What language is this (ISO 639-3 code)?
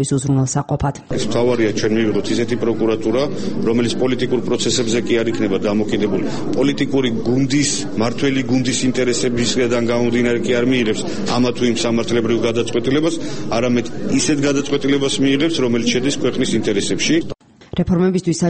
kat